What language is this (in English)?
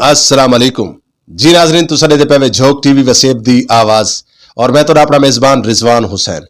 Saraiki